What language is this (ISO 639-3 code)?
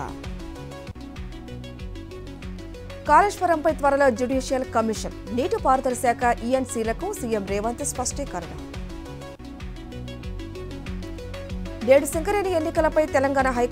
tel